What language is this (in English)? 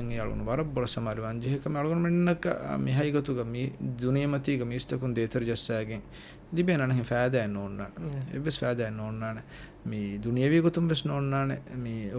Divehi